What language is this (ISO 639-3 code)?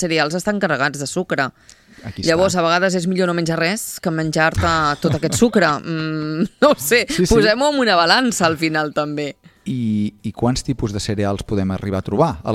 cat